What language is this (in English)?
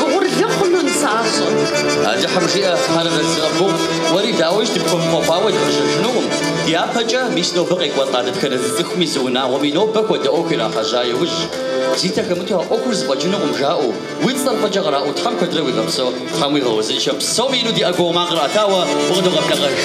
Kabardian